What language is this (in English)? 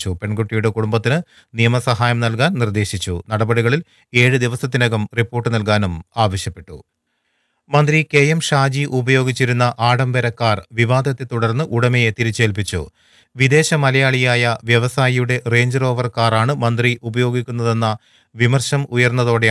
Malayalam